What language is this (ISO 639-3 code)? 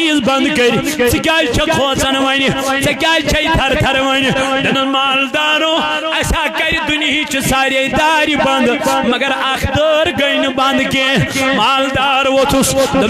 kas